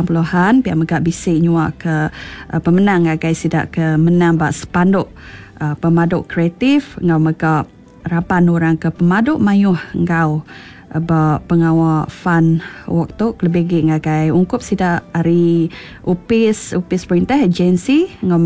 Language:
Iban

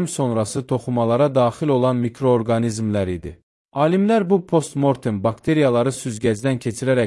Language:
Azerbaijani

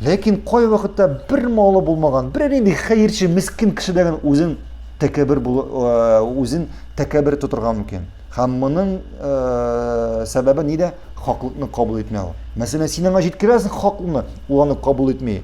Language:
Tatar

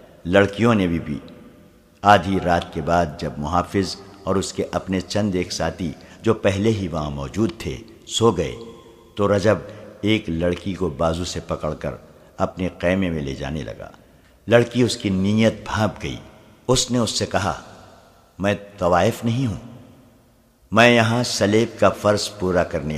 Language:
Urdu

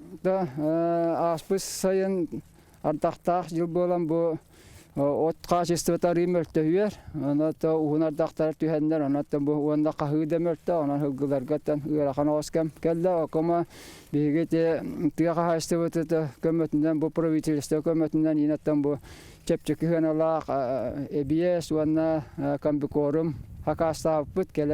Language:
Yakut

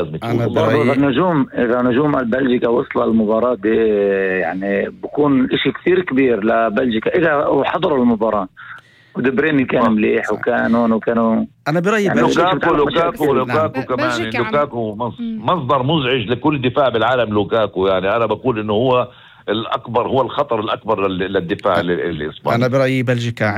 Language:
North Levantine Arabic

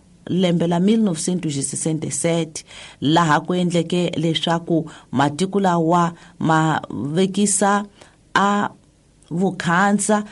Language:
Tsonga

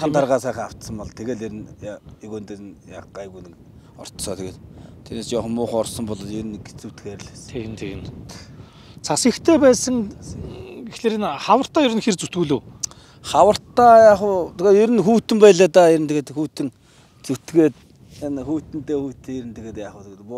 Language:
Mongolian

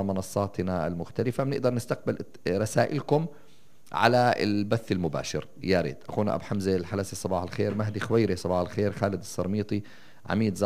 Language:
North Levantine Arabic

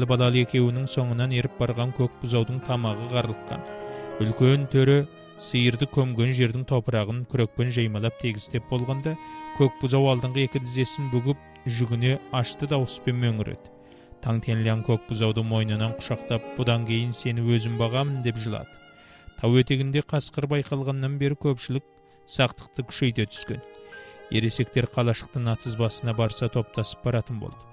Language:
Kazakh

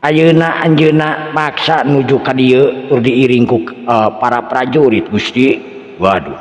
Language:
Sundanese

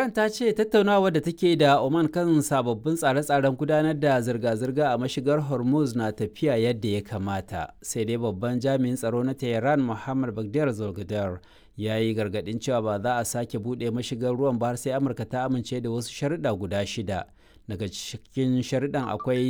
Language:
Hausa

